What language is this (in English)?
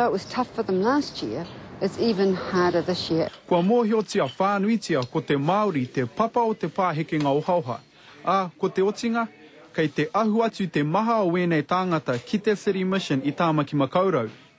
Māori